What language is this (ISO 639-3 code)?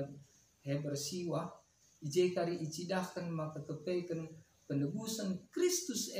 btx